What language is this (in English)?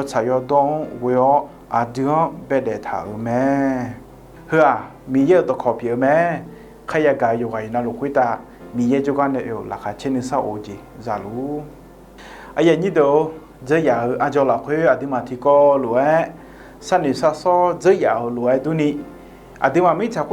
Akha